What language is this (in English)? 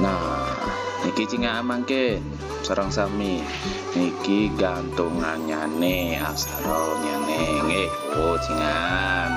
Balinese